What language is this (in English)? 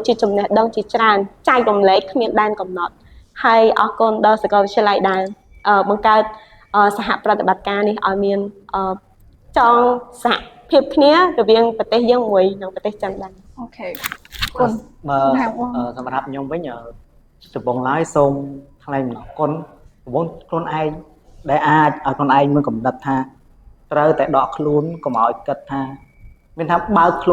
Khmer